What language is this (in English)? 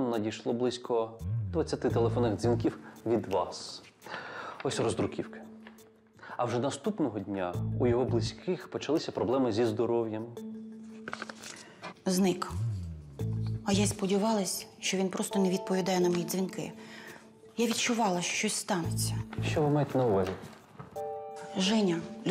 Ukrainian